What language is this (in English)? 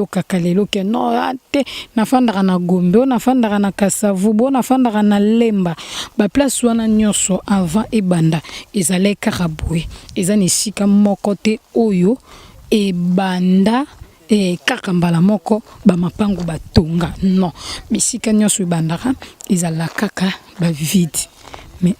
Lingala